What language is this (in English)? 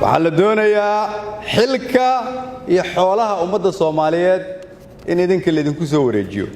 Somali